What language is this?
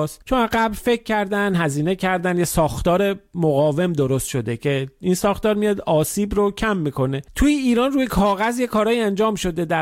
Persian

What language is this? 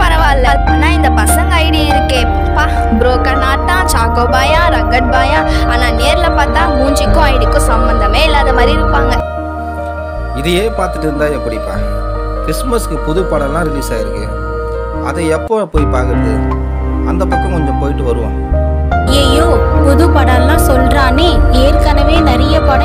Tamil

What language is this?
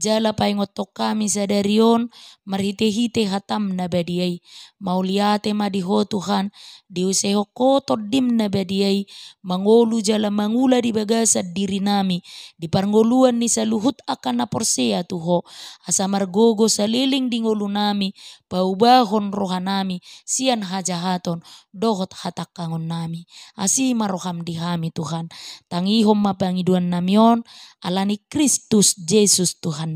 Batak Toba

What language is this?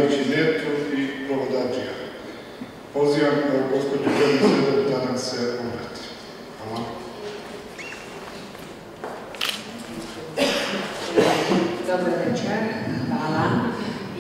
Serbian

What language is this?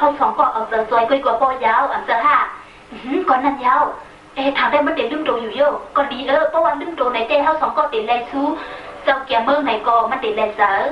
Shan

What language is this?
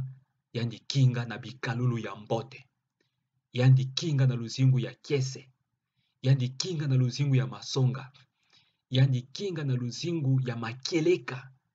Kituba (Democratic Republic of Congo)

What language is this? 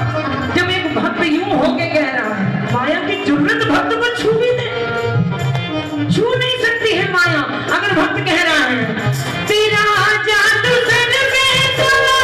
Hindi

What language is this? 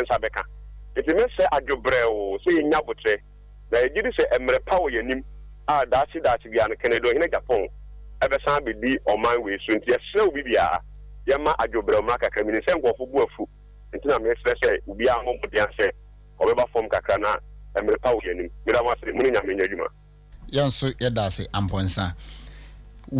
Akan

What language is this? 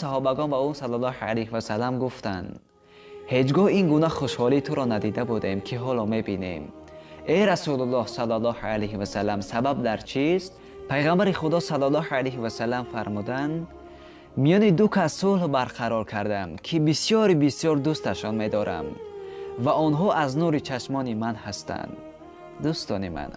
Persian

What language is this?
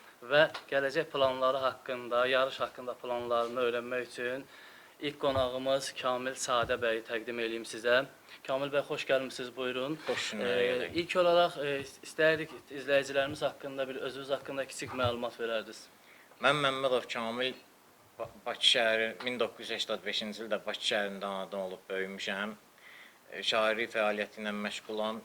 Azerbaijani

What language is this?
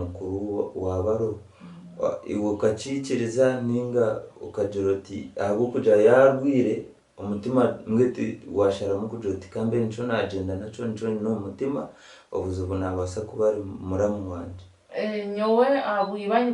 Nyankole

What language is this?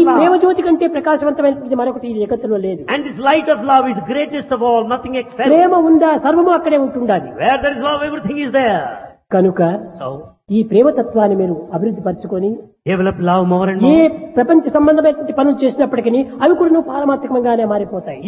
Telugu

